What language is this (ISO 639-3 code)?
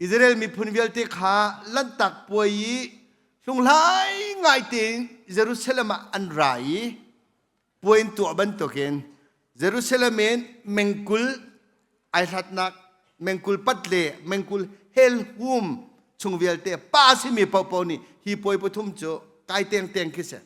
cnh